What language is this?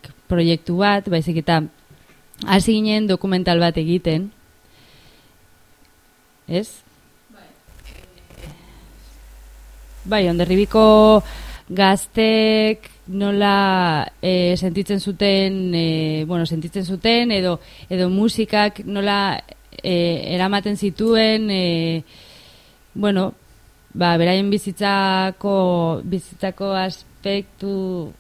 Basque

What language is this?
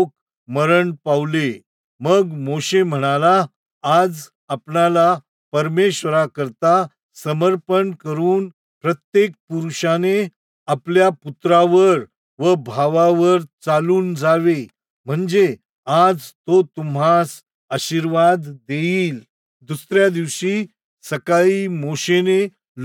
Marathi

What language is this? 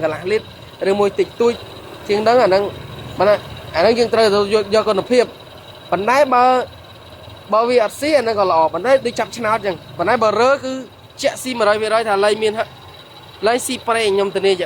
Khmer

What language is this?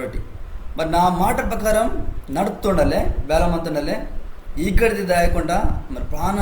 Koya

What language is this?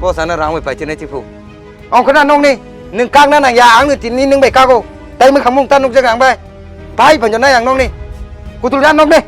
Kok Borok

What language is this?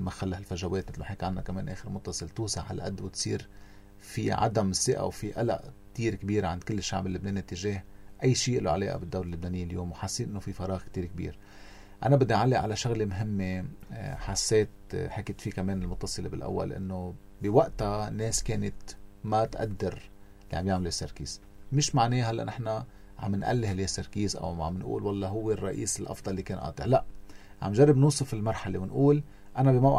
North Levantine Arabic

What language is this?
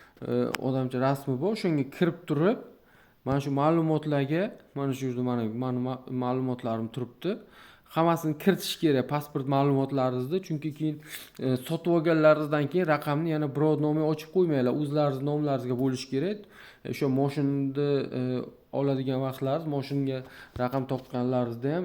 Uzbek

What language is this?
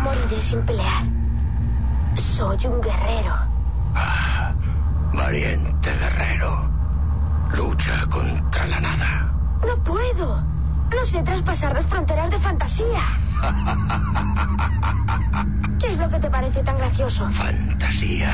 Spanish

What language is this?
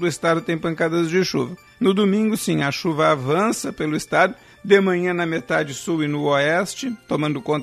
Portuguese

